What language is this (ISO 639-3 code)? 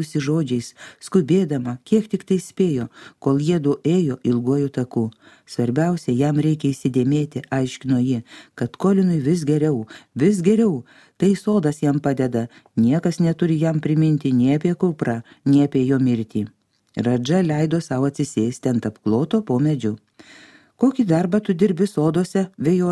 lit